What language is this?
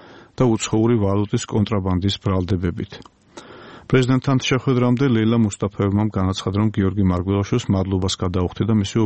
Georgian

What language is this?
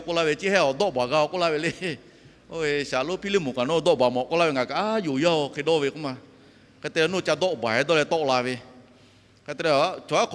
Lahu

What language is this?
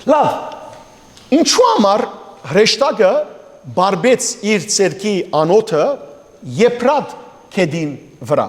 Western Armenian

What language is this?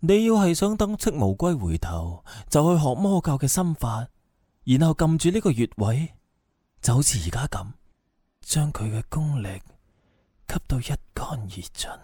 Cantonese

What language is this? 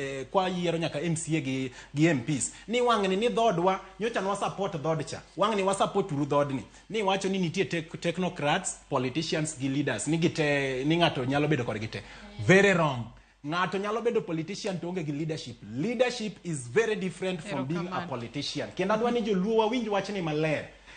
Luo (Kenya and Tanzania)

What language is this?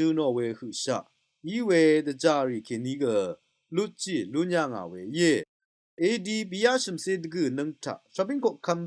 Rawang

